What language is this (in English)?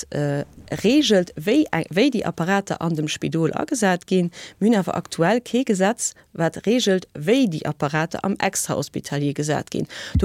Luxembourgish